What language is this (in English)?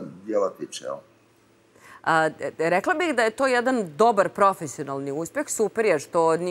Serbian